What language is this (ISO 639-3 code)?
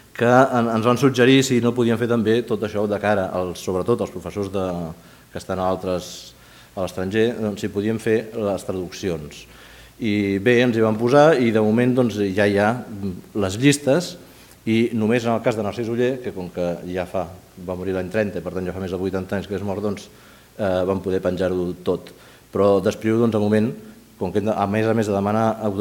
cat